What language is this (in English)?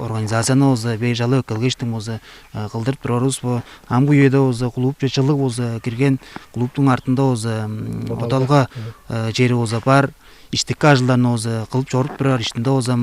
Tuvinian